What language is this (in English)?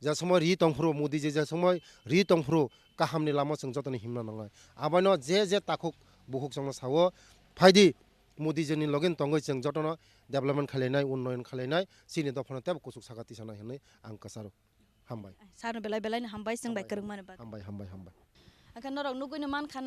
Kok Borok